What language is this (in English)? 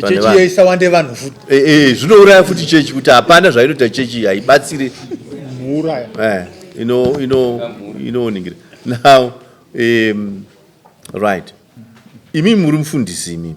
Shona